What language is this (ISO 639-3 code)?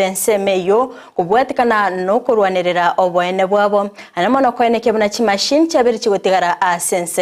guz